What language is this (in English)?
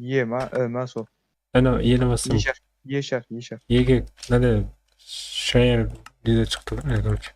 Kara-Kalpak